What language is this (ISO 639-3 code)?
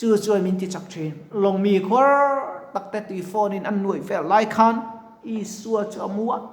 lus